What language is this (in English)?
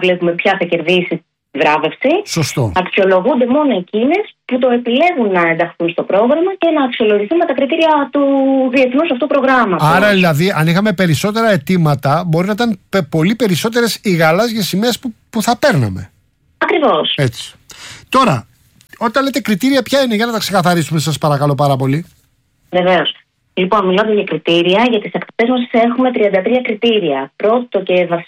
Greek